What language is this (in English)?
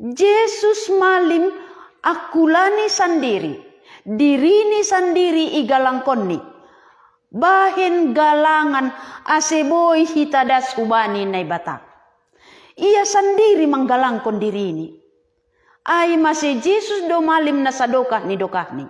Batak Simalungun